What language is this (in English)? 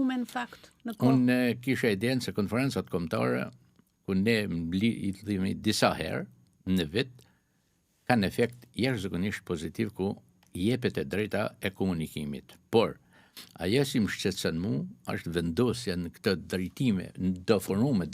Albanian